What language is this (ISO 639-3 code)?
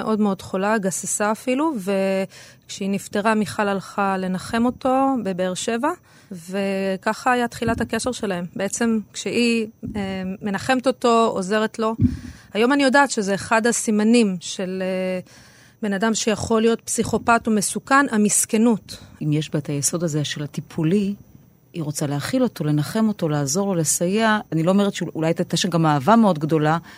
heb